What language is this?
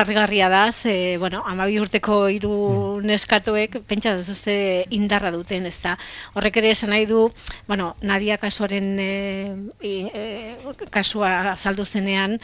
Basque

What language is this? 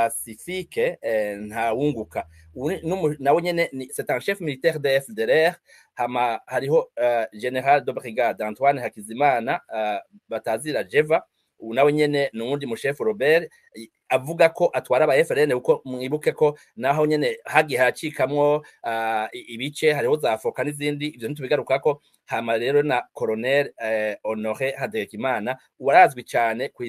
Rundi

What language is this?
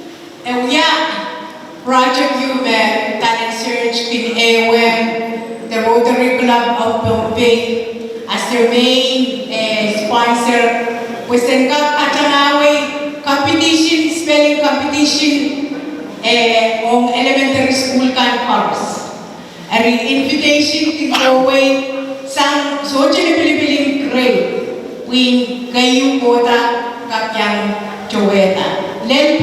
Pohnpeian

